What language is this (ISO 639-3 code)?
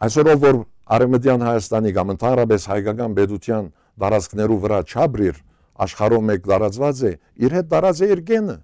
hyw